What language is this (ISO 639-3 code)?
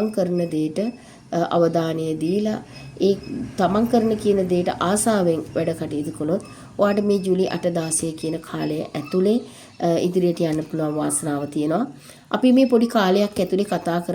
sin